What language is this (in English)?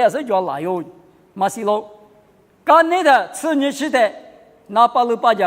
Lisu